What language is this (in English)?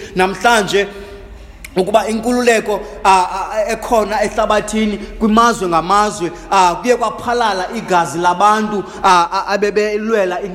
Xhosa